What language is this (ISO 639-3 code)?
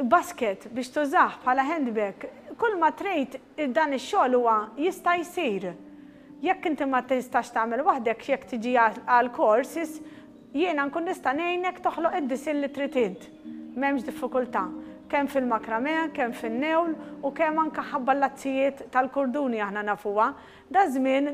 mlt